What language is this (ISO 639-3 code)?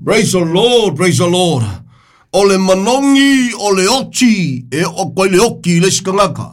smo